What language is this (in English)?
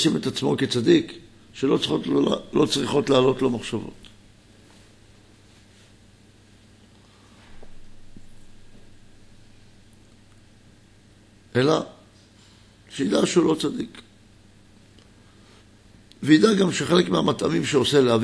Hebrew